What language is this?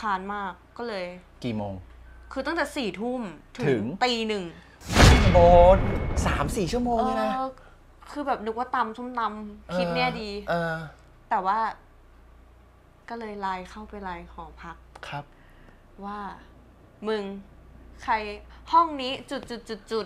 Thai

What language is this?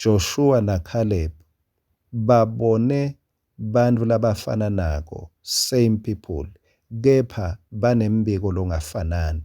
Swati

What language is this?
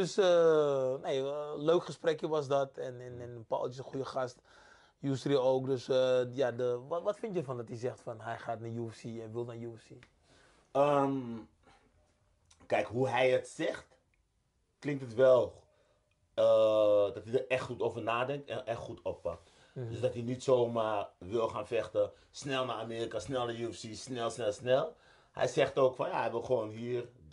Dutch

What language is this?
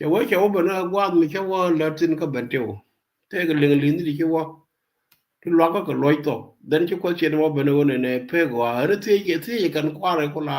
Nuer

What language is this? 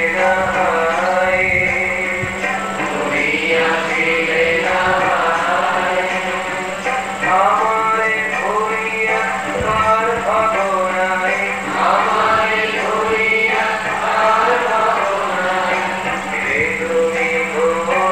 Bangla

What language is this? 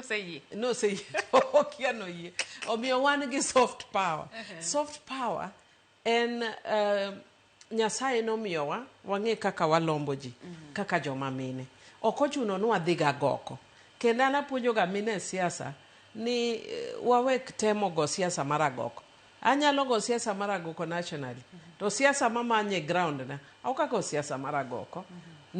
Luo (Kenya and Tanzania)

